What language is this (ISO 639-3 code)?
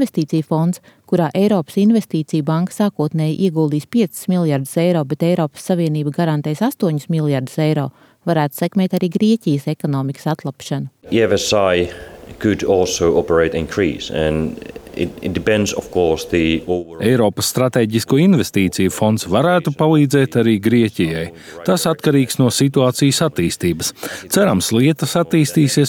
lav